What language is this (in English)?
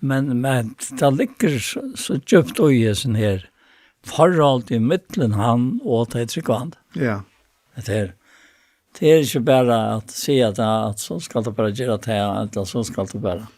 Faroese